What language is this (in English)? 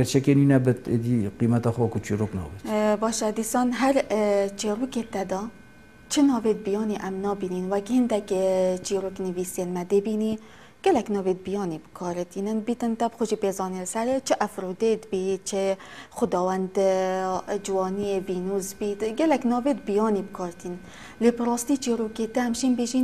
Kurdish